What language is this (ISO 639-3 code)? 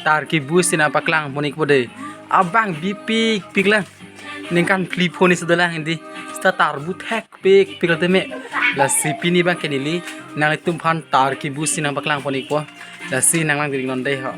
mjw